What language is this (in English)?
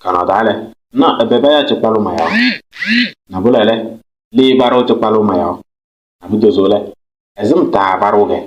Kabiyè